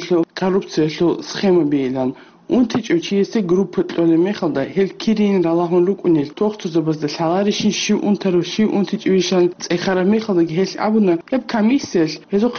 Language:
Avaric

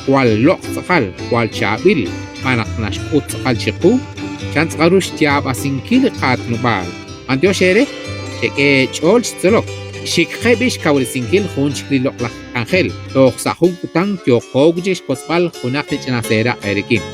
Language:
Kekchí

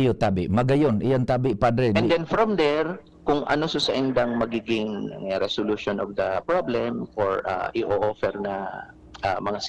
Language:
Bikol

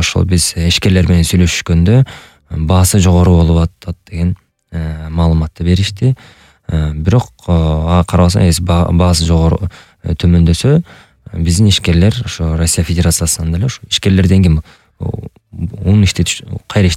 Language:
Kyrgyz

